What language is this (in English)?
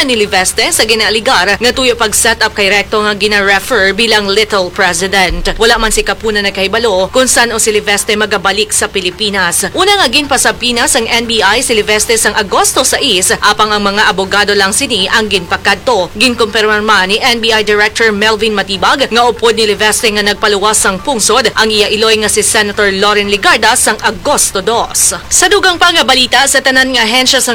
Hiligaynon